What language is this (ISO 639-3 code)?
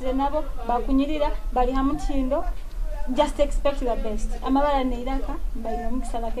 nyo